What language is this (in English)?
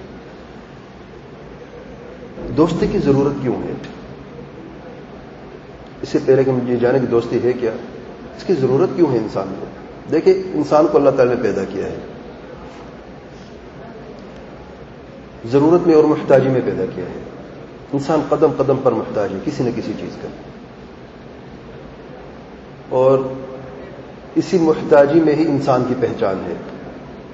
Urdu